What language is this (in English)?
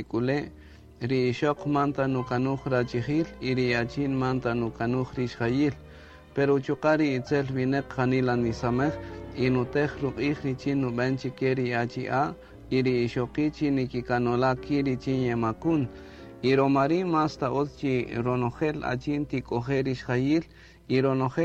Kaqchikel